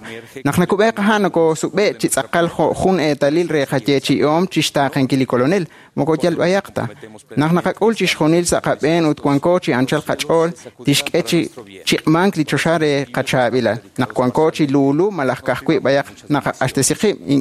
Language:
Kekchí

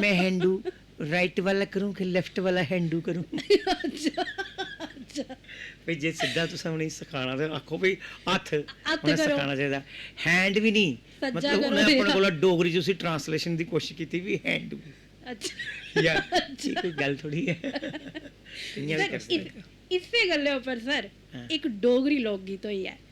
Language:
Dogri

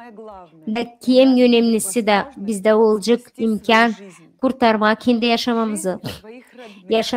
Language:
Gagauz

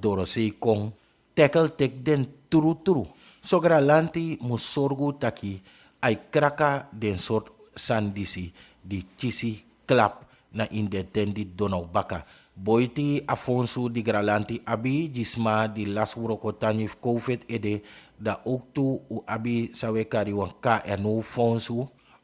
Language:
Sranan Tongo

